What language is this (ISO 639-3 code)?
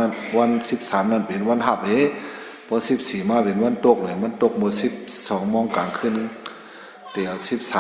shn